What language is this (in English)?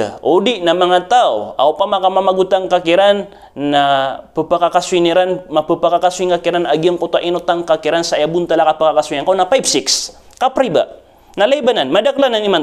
Maranao